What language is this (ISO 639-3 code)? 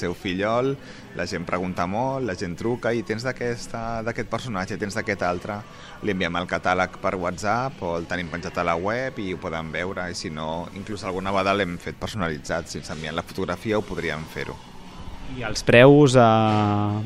cat